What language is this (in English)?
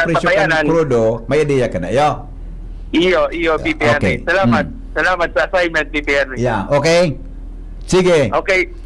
Bikol